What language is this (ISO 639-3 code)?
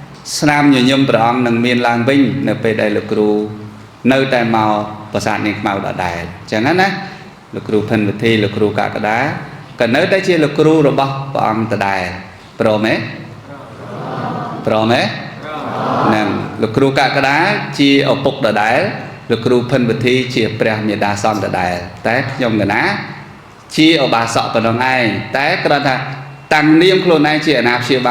khm